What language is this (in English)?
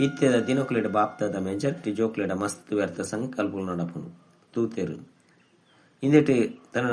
Tulu